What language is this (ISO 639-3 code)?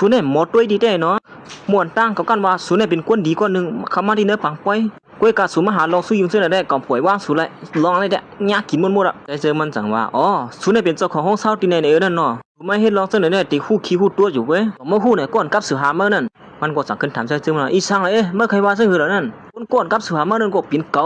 shn